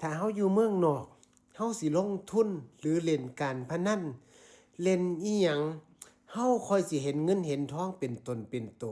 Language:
Northeastern Thai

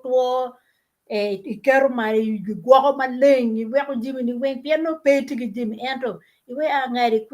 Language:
Acoli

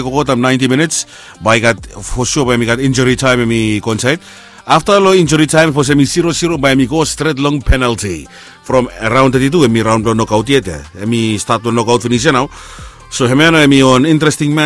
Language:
Bislama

